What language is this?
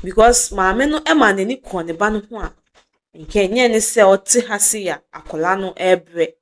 Akan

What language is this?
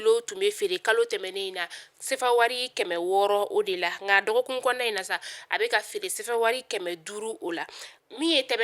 Bambara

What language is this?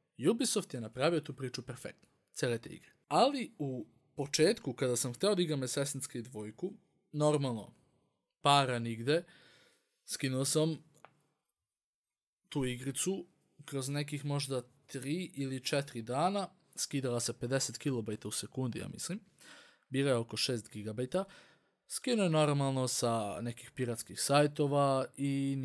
Serbian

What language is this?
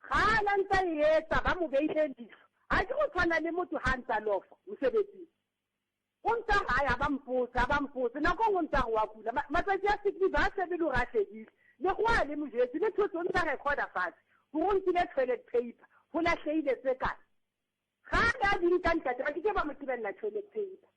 Southern Sotho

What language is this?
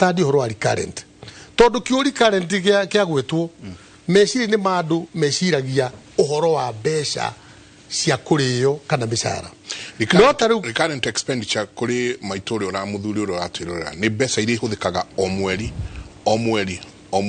Kikuyu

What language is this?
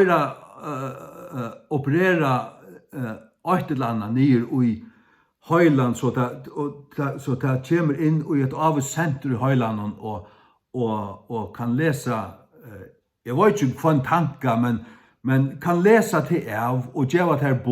Faroese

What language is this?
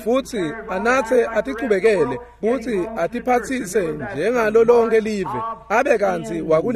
Swati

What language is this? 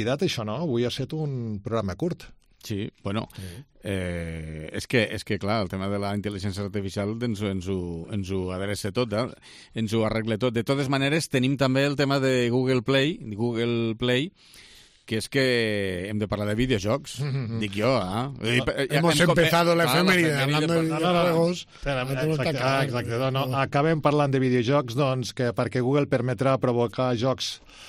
Catalan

